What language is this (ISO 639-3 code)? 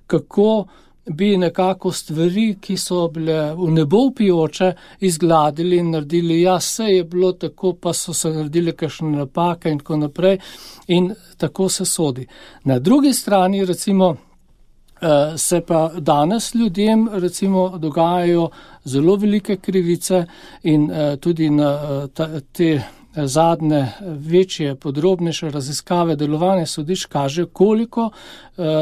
slv